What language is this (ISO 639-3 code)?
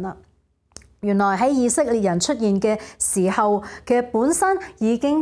yue